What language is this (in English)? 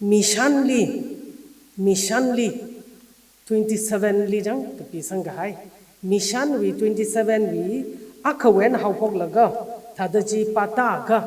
Tangkhul Naga (India)